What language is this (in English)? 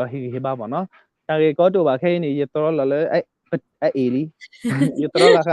S'gaw Karen